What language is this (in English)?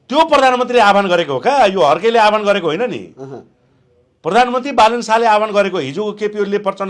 Nepali